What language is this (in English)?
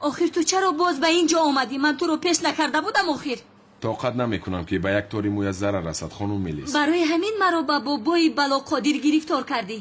Tajik